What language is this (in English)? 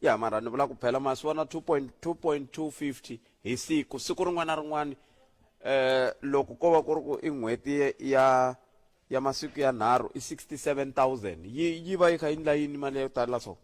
Tsonga